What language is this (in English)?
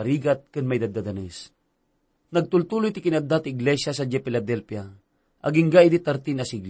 Iloko